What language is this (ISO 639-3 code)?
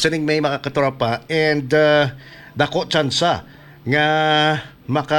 hil